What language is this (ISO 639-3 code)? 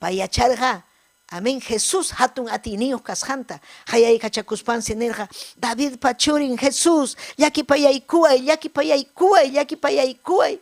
quy